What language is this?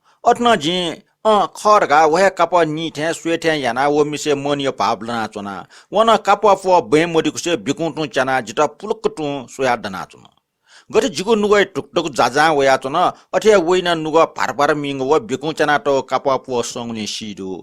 Newari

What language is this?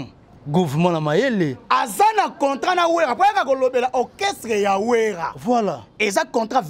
Lingala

